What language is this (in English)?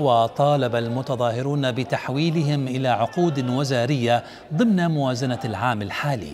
Mesopotamian Arabic